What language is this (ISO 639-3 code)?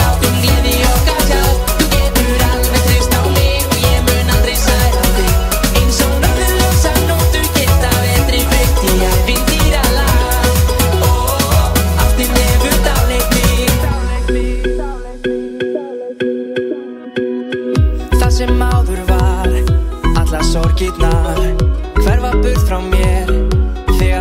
isl